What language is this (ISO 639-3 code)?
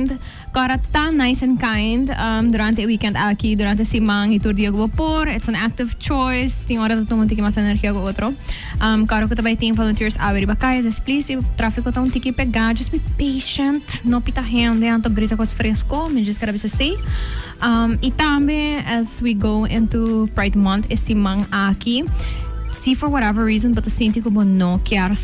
pap